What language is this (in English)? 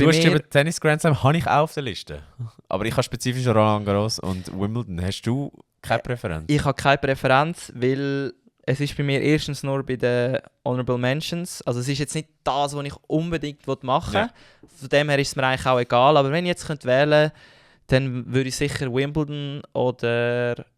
Swiss German